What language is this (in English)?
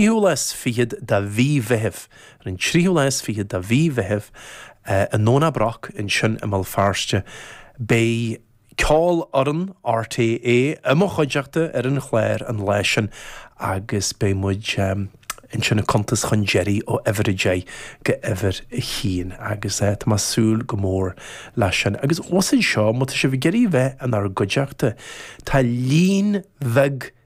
Irish